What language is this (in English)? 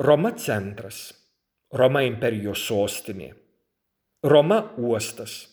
Lithuanian